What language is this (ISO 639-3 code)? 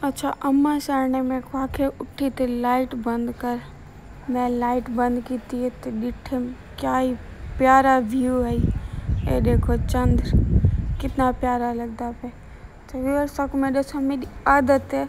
skr